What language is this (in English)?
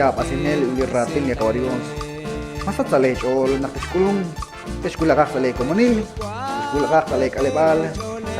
Kekchí